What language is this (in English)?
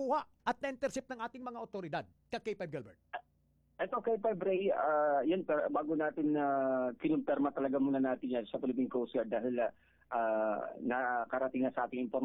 Filipino